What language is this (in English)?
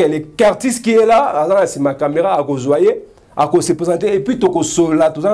Lingala